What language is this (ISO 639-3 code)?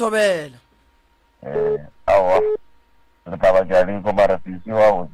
nso